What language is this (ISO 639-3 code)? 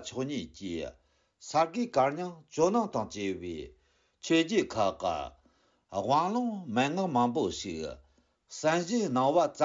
bod